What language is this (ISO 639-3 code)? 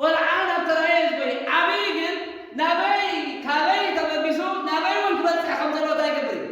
tir